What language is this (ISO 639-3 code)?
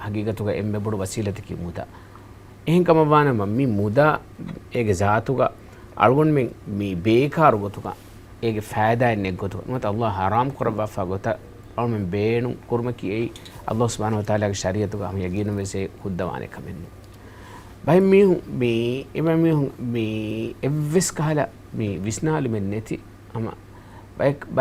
div